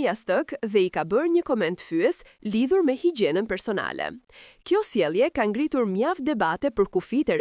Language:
Albanian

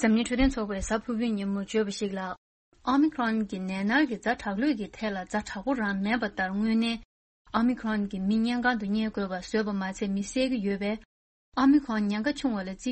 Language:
Tibetan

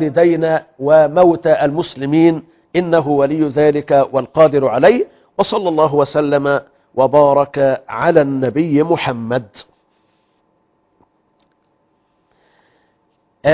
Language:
Arabic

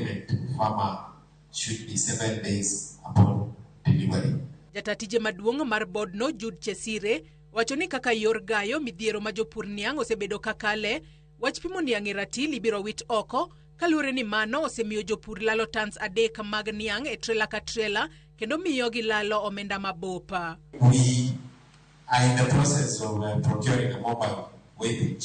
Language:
Luo (Kenya and Tanzania)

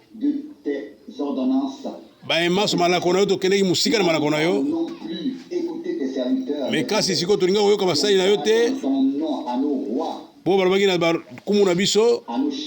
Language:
Lingala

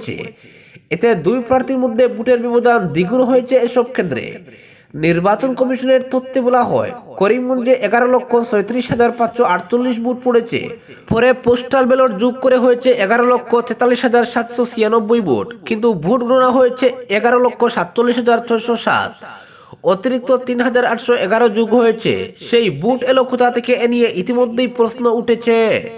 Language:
Bangla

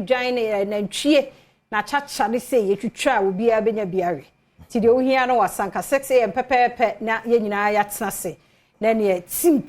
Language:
Akan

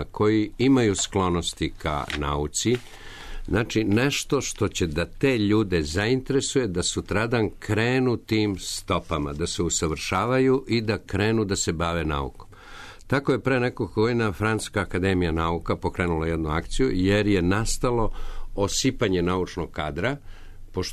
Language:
Serbian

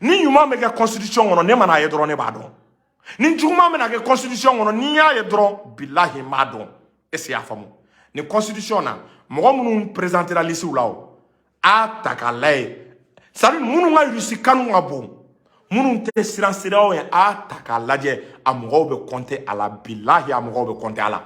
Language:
Bambara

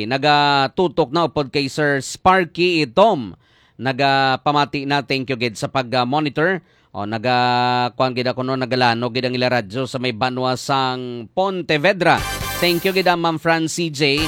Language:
Hiligaynon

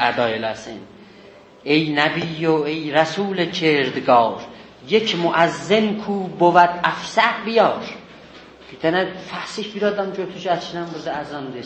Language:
South Azerbaijani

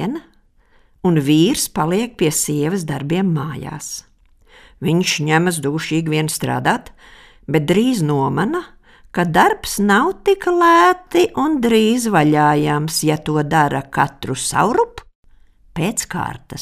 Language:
Latvian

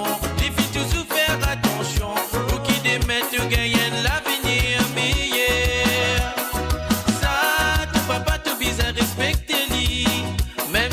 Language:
Morisyen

